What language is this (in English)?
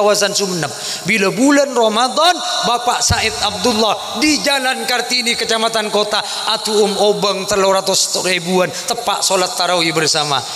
Madurese